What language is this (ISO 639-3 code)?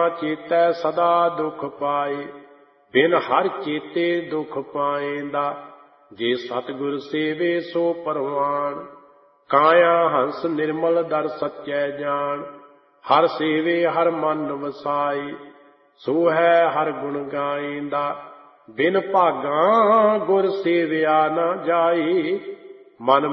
pan